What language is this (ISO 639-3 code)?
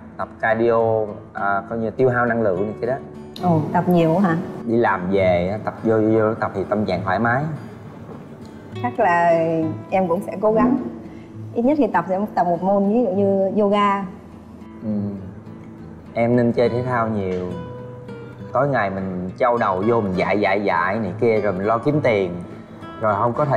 vie